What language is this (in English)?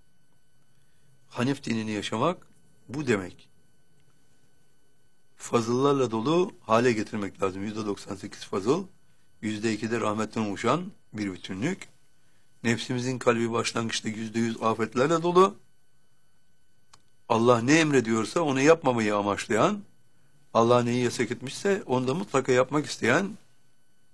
Turkish